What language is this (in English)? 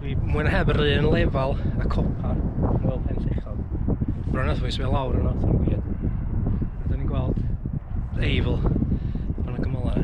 Welsh